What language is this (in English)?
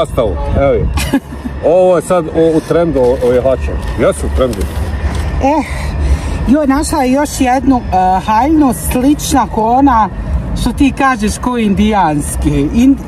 Bosnian